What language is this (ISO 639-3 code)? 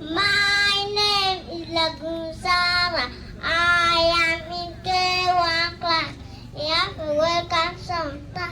ach